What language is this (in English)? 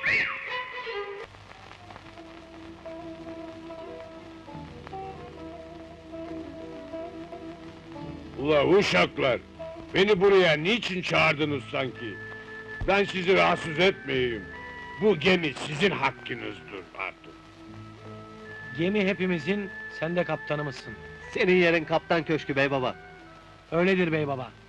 Turkish